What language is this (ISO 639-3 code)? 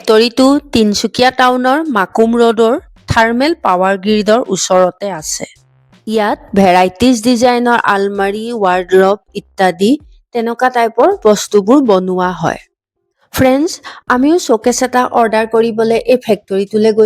asm